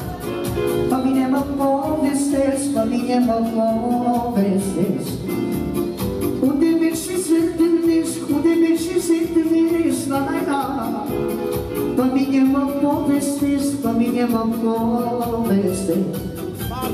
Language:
Romanian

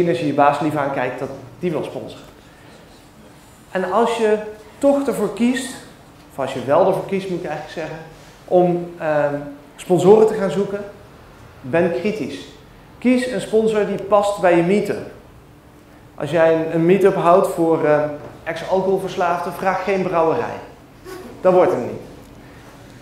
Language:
Dutch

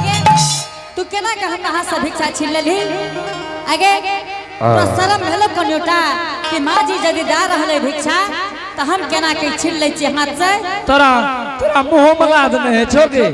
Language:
Angika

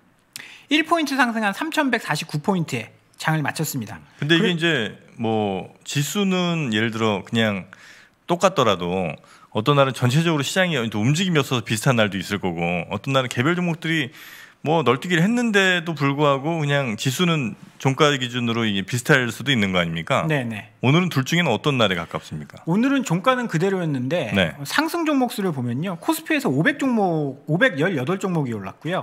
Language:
Korean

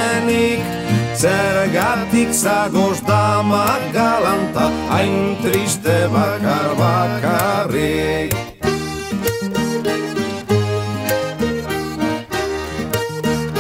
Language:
Basque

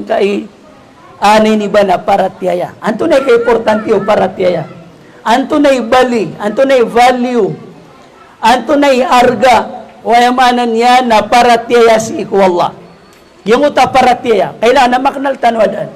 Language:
Maranao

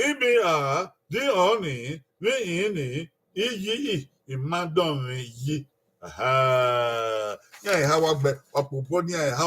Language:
Bini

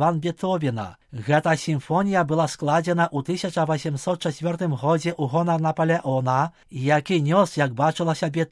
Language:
Belarusian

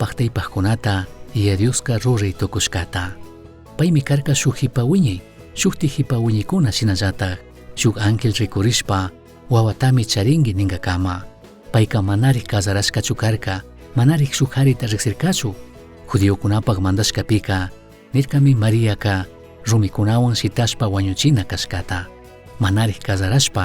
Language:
Chimborazo Highland Quichua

